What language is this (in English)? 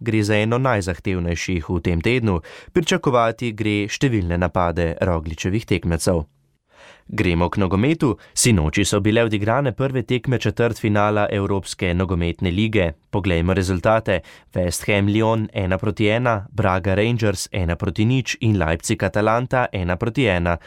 Slovenian